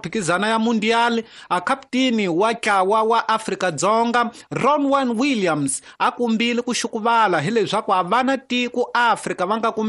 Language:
Tsonga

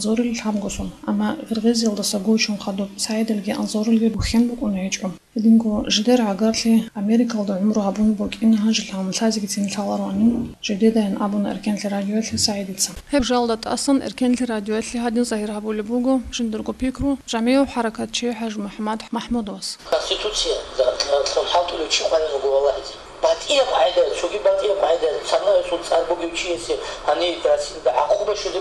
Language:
Avaric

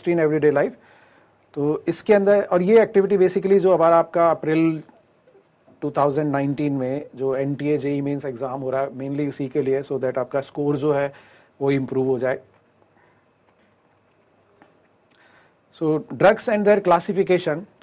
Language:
Hindi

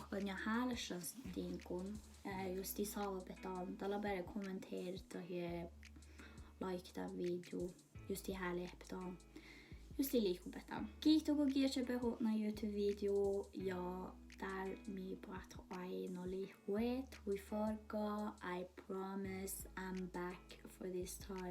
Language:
Northern Sami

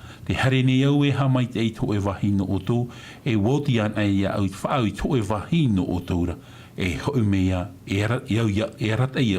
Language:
Tahitian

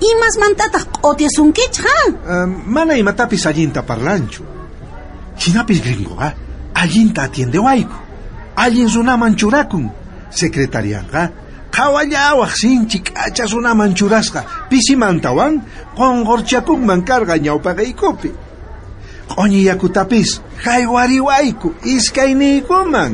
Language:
South Bolivian Quechua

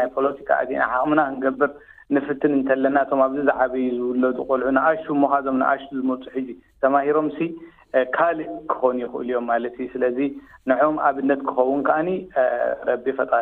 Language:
Tigrinya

